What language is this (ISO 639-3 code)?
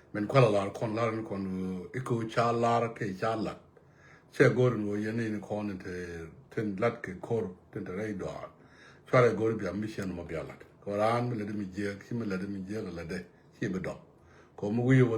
nus